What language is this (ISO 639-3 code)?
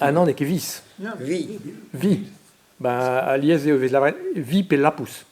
bre